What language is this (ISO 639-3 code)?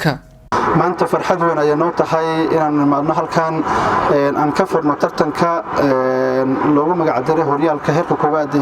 som